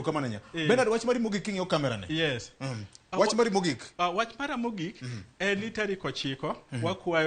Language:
Luo (Kenya and Tanzania)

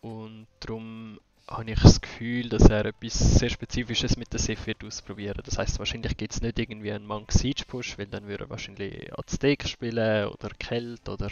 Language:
Swiss German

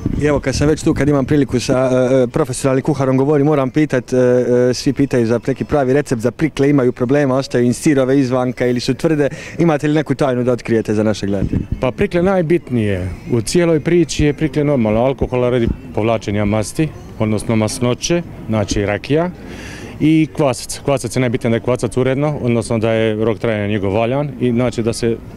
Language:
Croatian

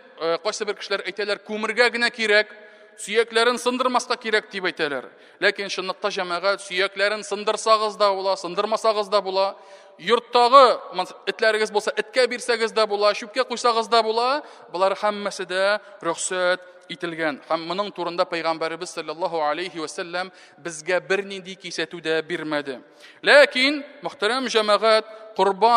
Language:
Tatar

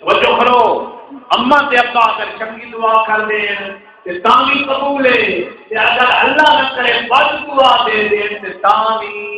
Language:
Saraiki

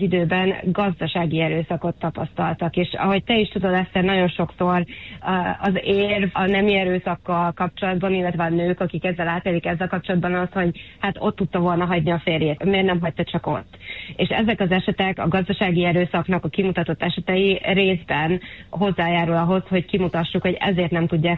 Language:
Hungarian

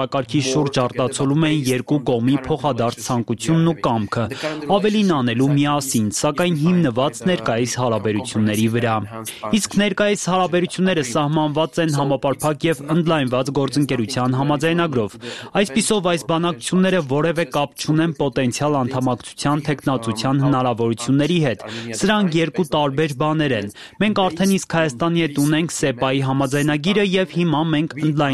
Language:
Armenian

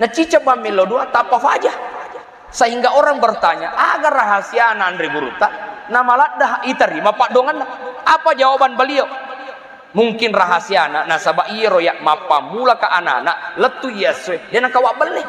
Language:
Buginese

